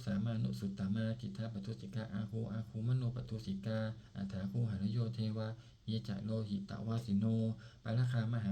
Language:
Pali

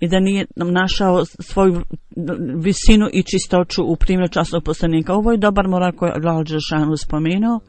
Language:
Bosnian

